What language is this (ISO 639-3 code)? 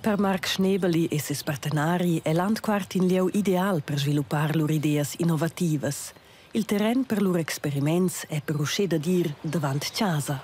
roh